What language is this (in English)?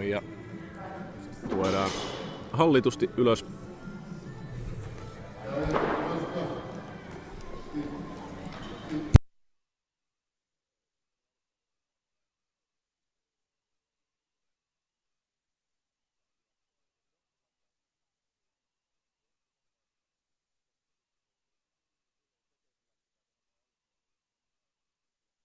Finnish